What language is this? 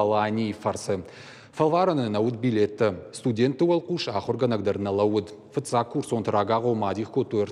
Ossetic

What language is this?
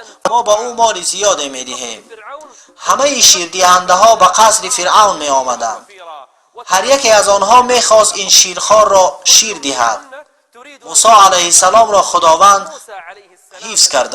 Tajik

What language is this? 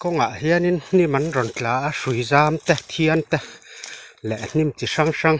Mizo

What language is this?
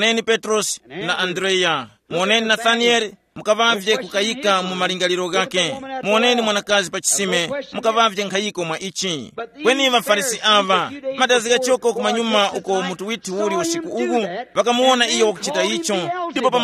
Tumbuka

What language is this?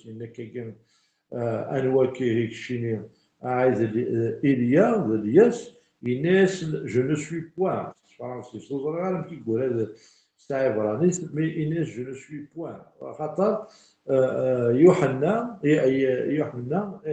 Kabyle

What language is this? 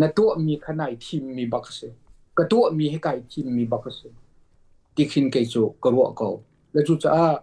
Hakha Chin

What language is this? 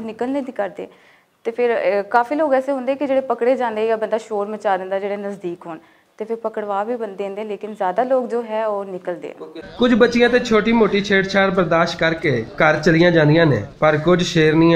Western Panjabi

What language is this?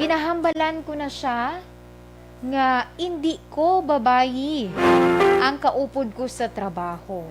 Hiligaynon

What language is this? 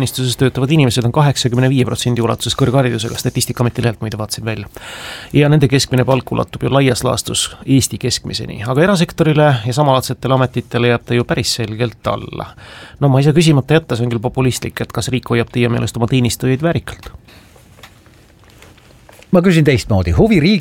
Estonian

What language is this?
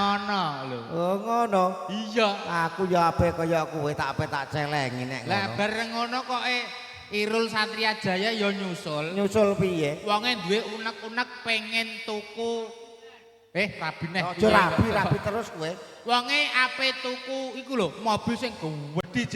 Javanese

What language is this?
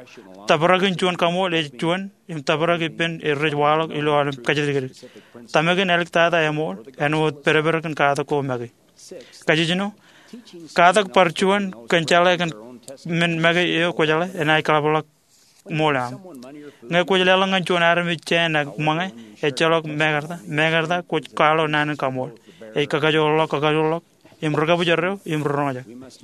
Marshallese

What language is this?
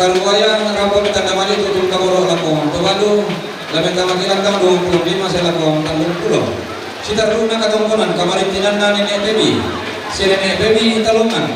Toraja-Sa'dan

